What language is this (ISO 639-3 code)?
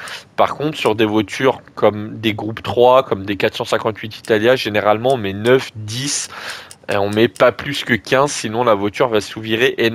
fra